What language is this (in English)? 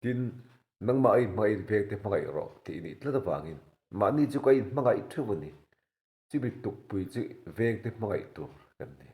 Mizo